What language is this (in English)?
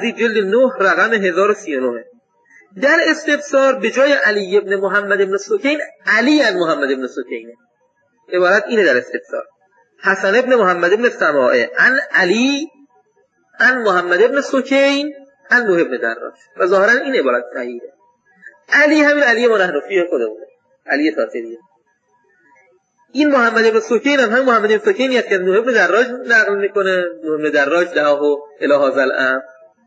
Persian